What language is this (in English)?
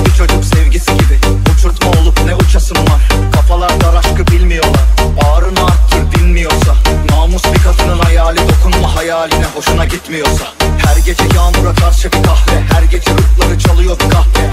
Turkish